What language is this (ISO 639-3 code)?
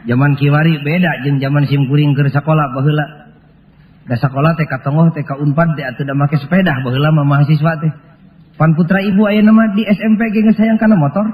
sun